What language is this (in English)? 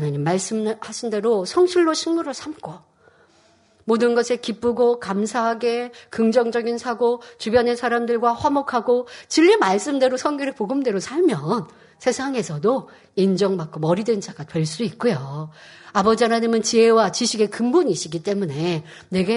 Korean